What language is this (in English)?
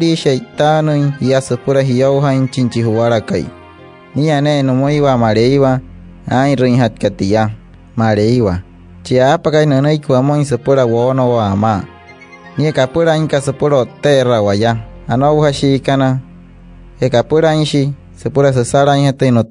Wayuu